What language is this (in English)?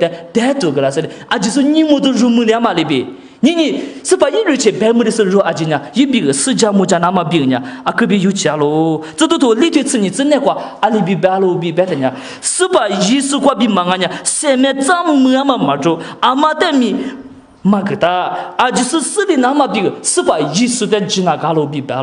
Lisu